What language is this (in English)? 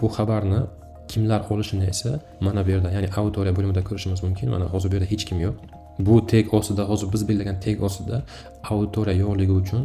Uzbek